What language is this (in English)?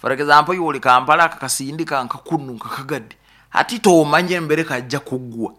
Nyoro